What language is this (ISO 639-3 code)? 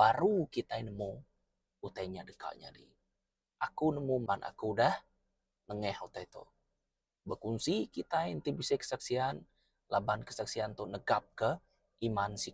iba